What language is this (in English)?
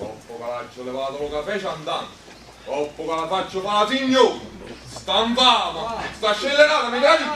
Neapolitan